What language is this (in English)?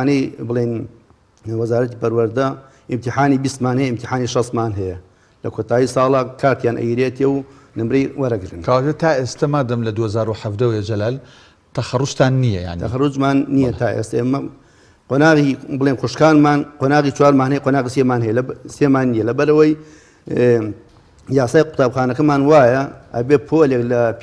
Central Kurdish